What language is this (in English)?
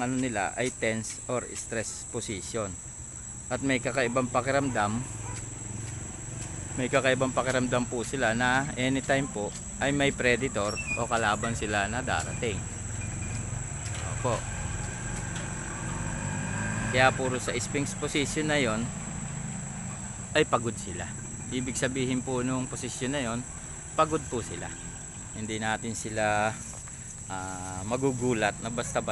Filipino